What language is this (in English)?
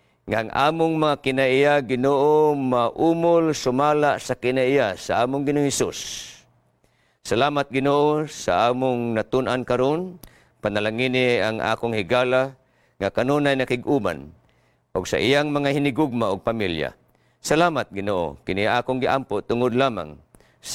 Cebuano